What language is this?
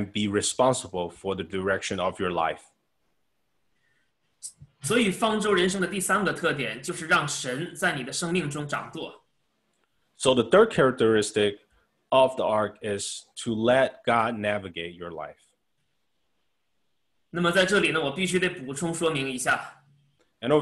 Chinese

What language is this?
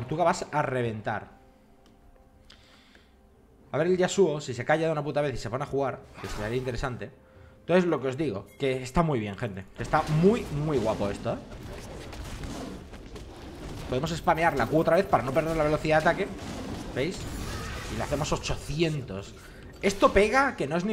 Spanish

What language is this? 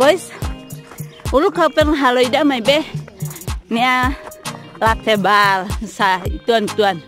Tetum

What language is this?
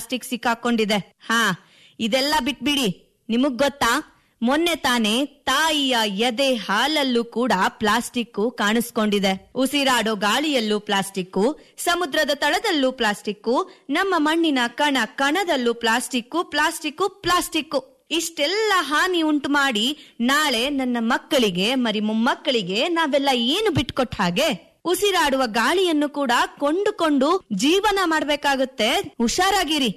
Kannada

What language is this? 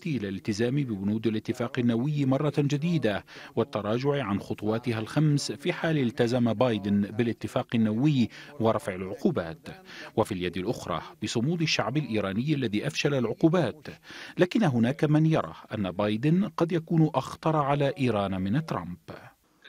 Arabic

